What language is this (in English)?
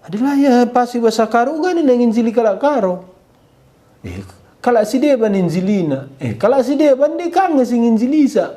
Batak Karo